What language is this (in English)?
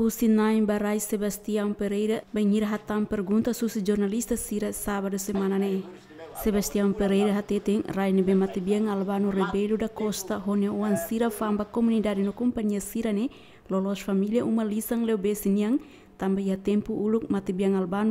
Tetum